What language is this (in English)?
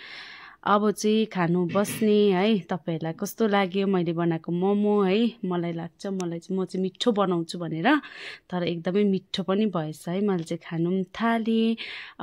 Nepali